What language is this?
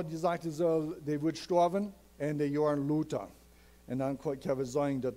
Plautdietsch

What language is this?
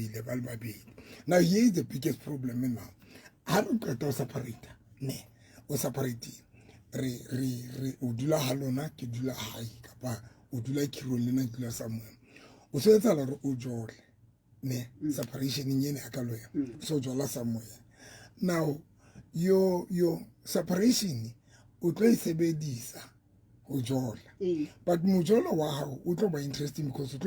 Southern Sotho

